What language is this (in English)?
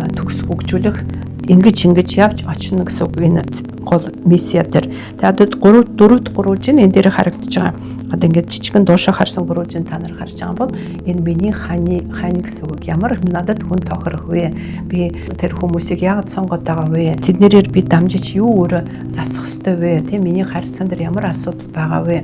Mongolian